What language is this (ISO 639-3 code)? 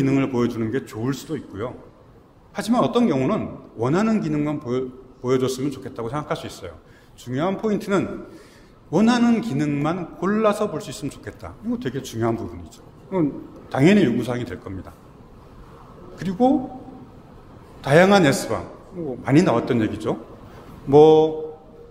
kor